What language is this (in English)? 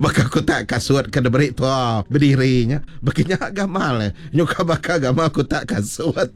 Iban